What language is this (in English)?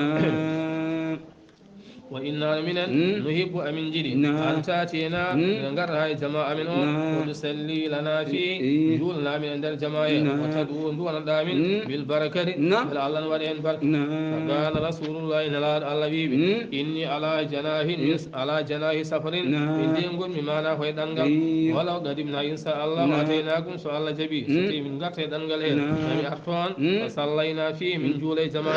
Fula